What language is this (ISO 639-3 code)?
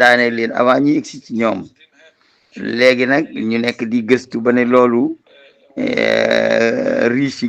wol